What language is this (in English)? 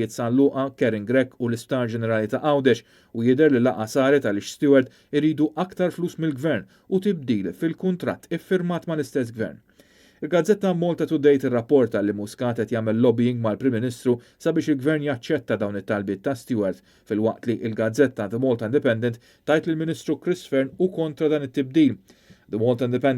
Maltese